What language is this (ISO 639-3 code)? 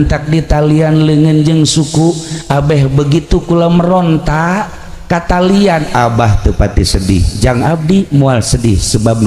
sun